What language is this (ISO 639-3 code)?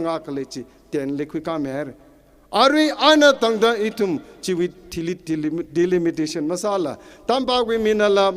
nmf